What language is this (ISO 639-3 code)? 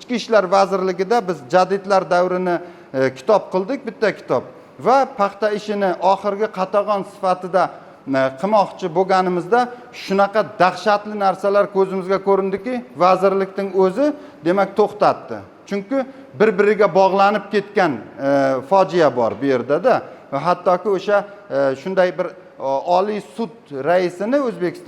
uzb